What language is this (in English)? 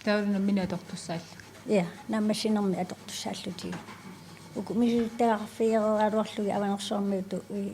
Kalaallisut